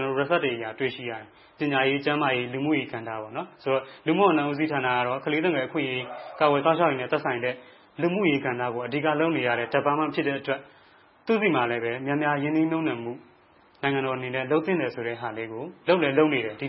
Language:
Burmese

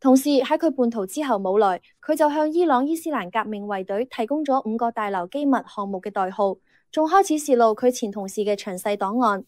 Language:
Cantonese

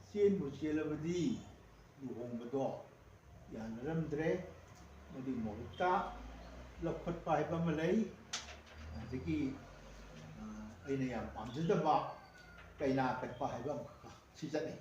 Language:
Manipuri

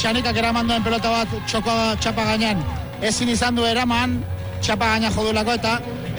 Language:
Basque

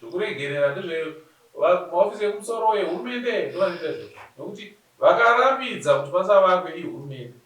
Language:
Shona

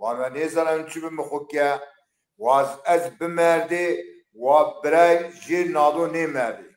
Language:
Zaza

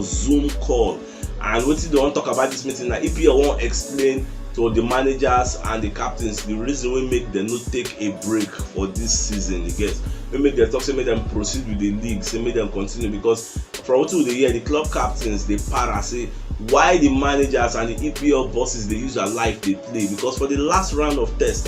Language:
Nigerian Pidgin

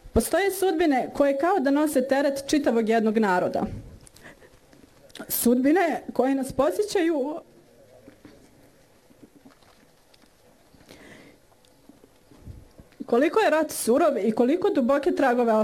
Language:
Bosnian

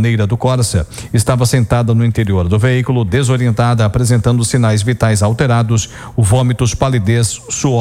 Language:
Portuguese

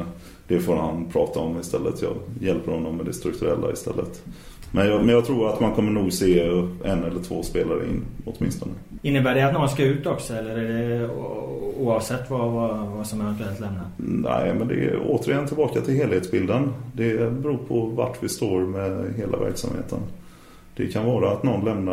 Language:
Swedish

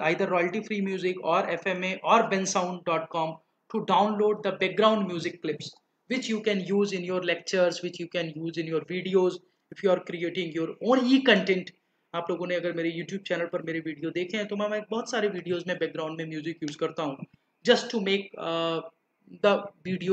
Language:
Hindi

